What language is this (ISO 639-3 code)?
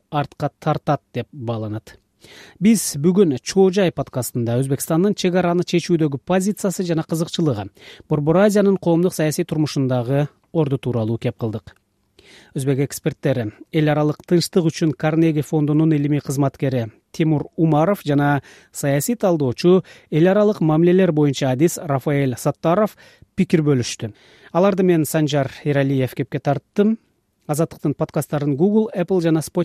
kir